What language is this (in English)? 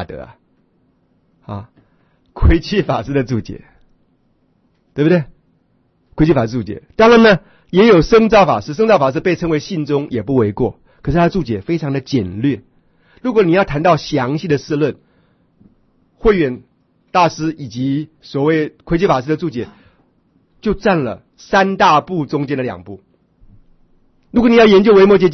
Chinese